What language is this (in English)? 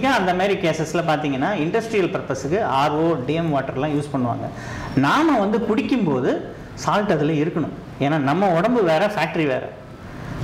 Tamil